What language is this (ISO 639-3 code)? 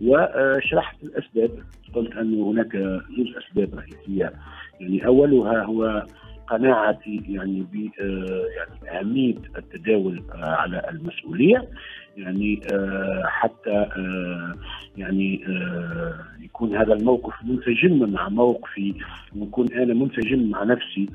aeb